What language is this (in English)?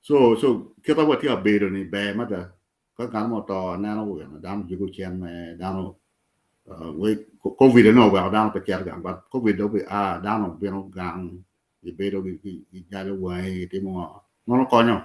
Acoli